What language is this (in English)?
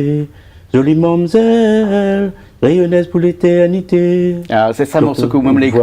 Réunion Creole French